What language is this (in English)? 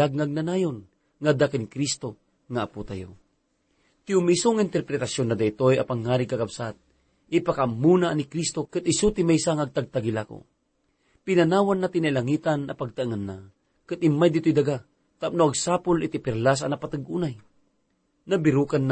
Iloko